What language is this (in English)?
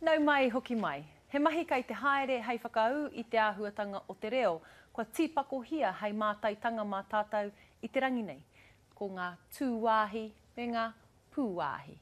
Māori